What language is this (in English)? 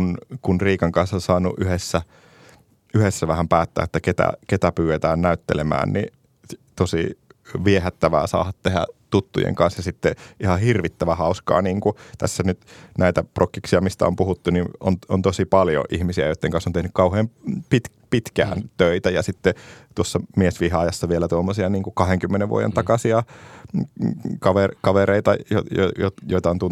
Finnish